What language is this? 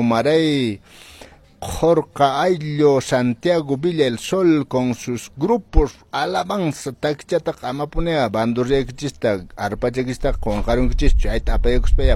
Quechua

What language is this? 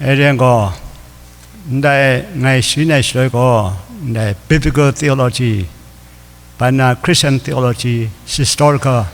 Kachin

